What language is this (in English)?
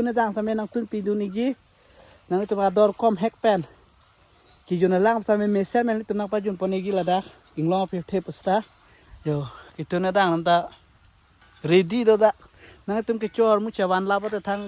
Karbi